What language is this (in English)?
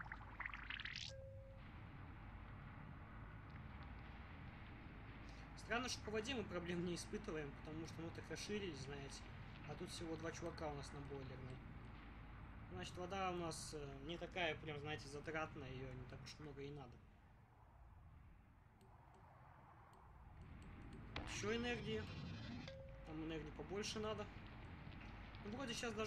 Russian